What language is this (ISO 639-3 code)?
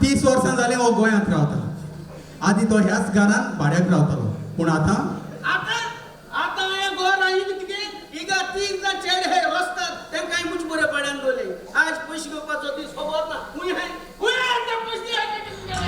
kok